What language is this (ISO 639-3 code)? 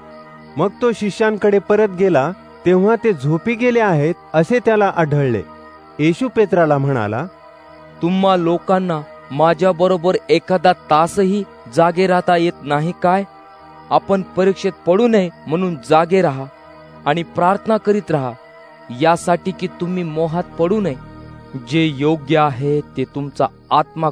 mar